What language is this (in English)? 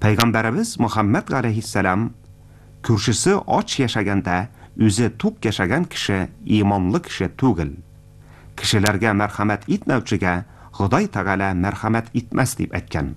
Tatar